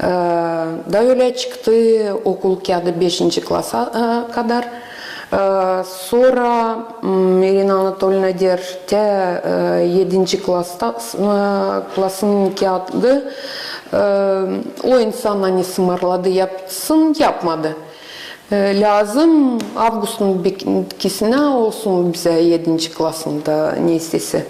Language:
Gagauz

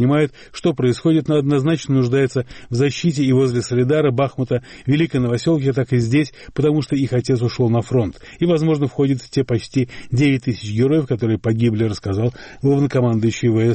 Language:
Russian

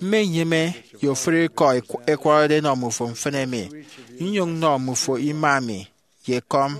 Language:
Efik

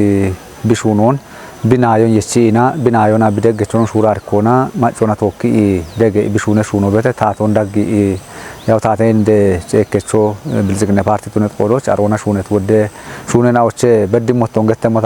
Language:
Kafa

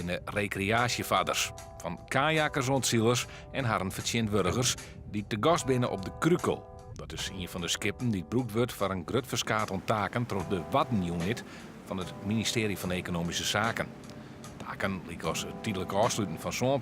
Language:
Western Frisian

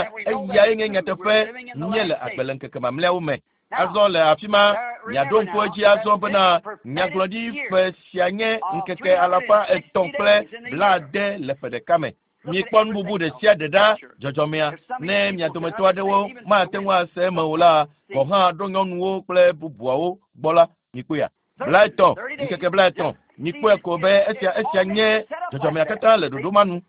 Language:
Ewe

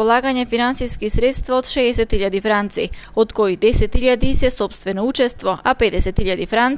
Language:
Macedonian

